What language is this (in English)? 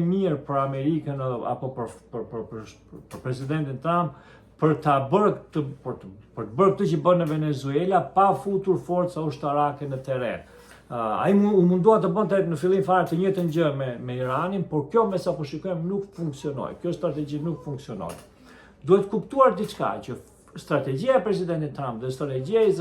Albanian